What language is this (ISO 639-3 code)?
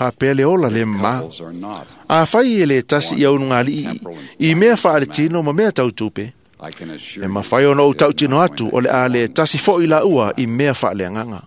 smo